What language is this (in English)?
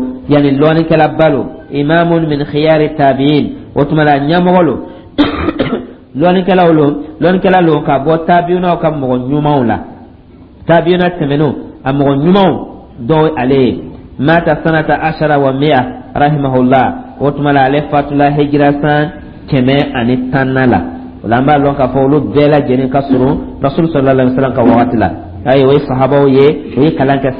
Dyula